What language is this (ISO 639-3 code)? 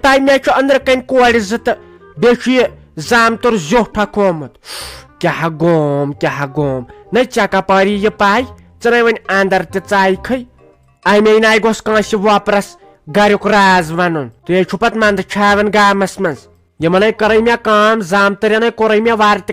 kas